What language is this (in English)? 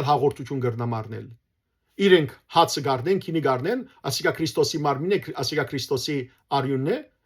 Western Armenian